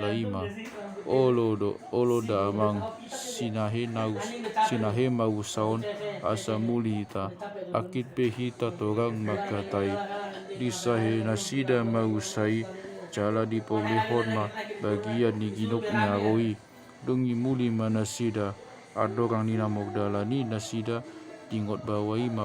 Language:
Batak Toba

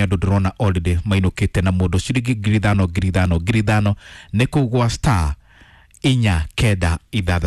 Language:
Kikuyu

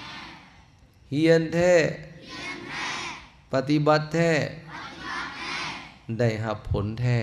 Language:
Lao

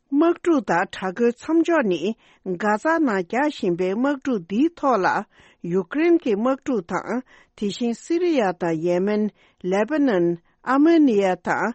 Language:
Tibetan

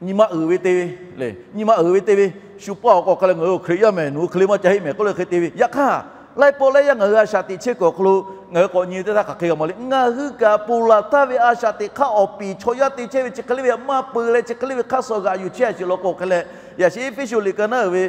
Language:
Lahu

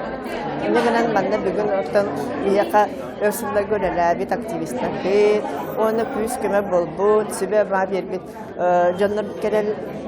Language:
Yakut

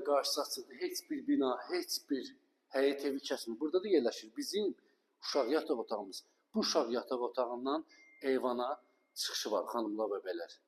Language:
Azerbaijani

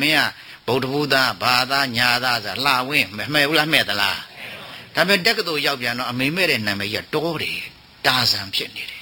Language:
Burmese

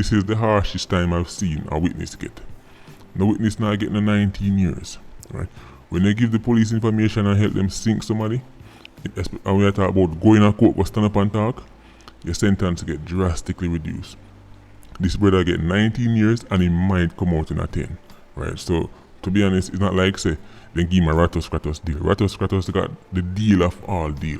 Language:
Jamaican Creole English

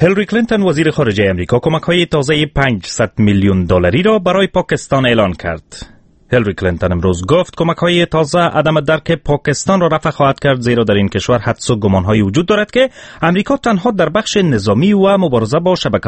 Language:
Persian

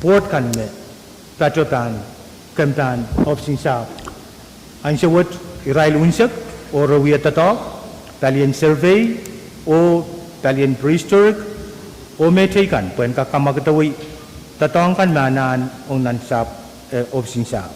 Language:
Pohnpeian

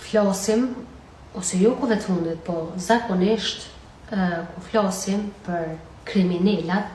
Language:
Albanian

